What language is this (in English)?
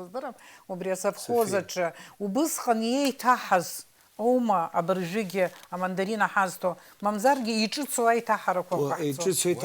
Abkhazian